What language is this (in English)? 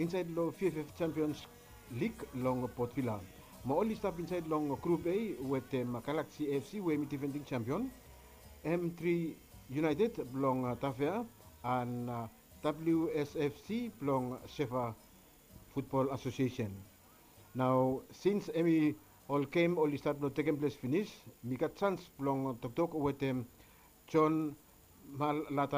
Bislama